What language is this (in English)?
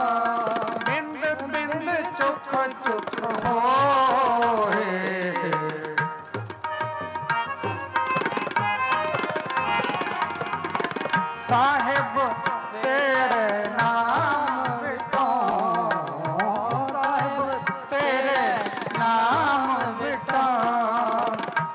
Punjabi